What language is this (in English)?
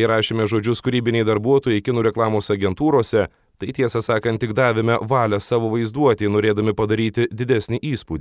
Lithuanian